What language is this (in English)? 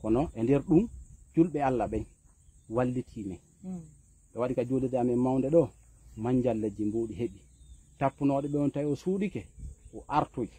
Fula